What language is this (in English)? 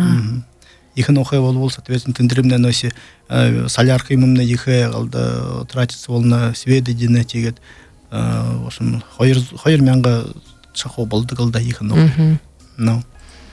Buriat